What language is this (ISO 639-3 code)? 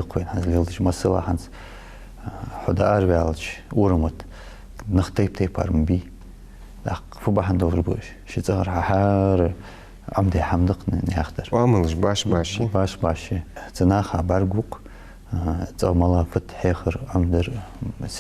inh